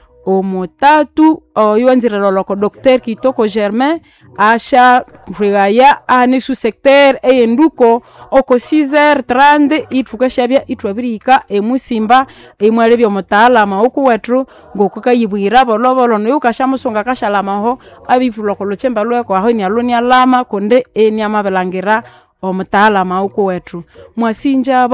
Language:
Nande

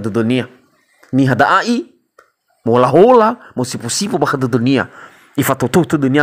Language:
Nias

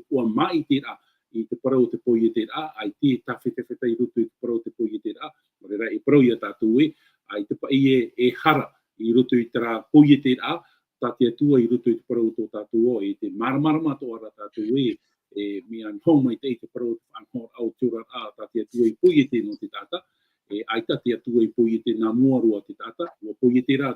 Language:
Tahitian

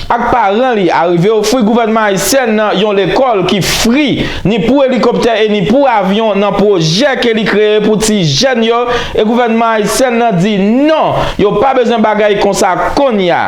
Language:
Haitian Creole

